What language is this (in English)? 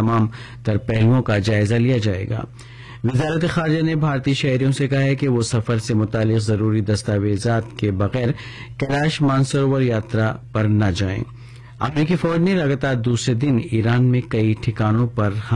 Urdu